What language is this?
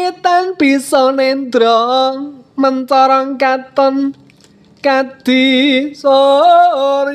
Javanese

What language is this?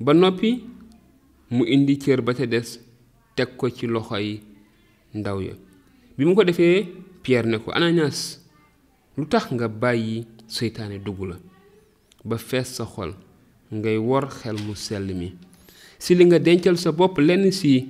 Wolof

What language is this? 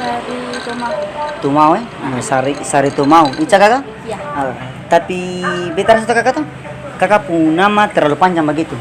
Ambonese Malay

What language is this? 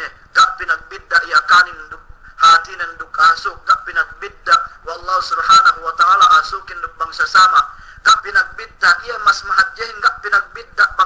Yakan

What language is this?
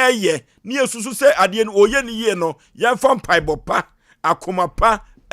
Akan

